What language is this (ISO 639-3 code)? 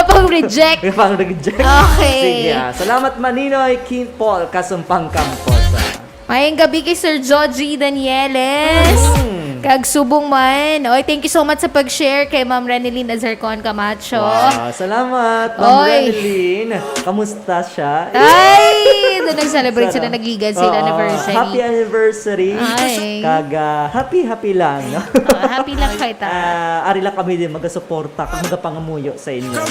hil